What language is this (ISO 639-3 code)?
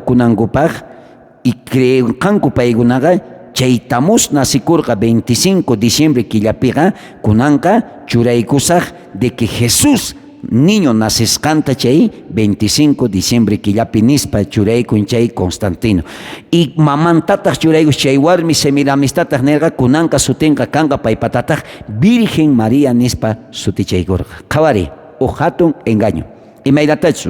quh